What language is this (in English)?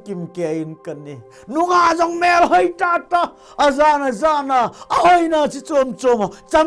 Thado Chin